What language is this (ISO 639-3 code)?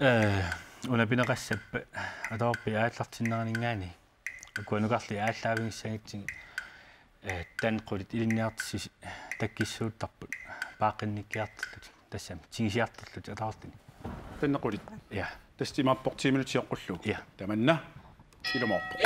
kal